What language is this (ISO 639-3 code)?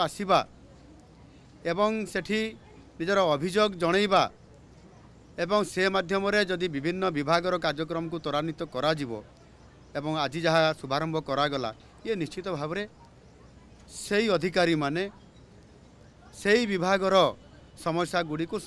ori